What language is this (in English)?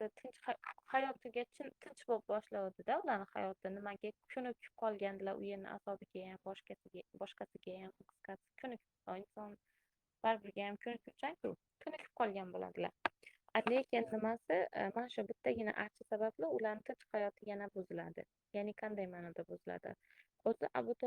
Uzbek